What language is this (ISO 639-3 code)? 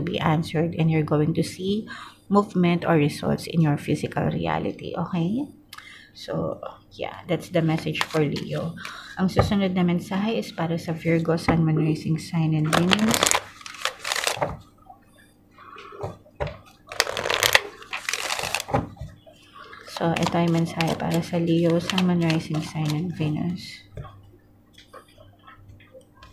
fil